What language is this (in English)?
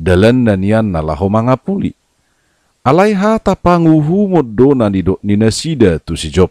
Batak Toba